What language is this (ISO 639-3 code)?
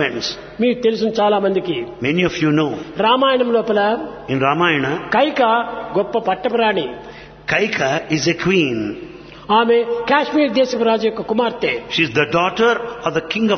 tel